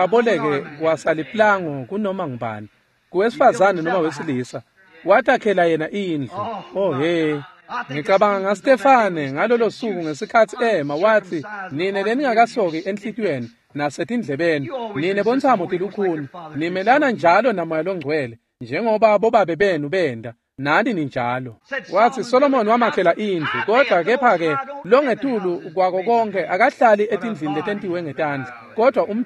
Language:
Swati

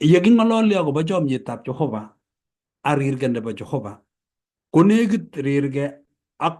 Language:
Kalenjin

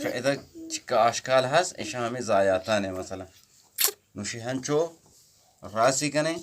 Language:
Eastern Balochi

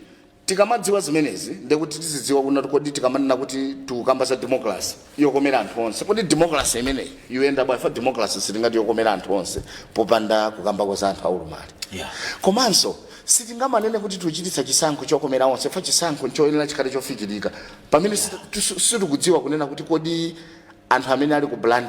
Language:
Nyanja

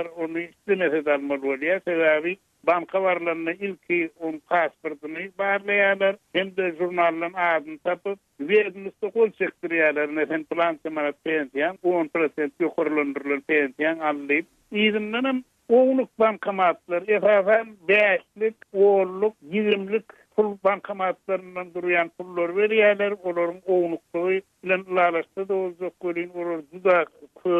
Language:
Turkmen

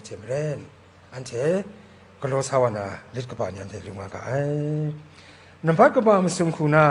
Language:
Kachin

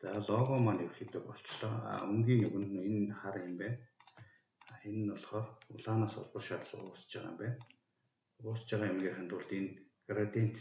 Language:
Mongolian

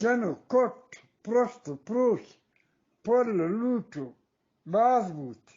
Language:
Eastern Balochi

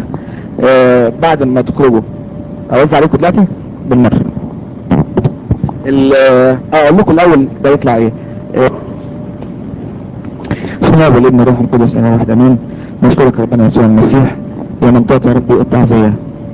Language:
Egyptian Arabic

